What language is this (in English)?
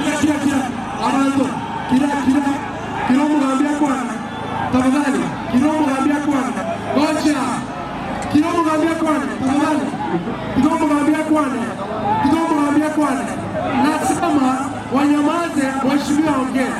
Gusii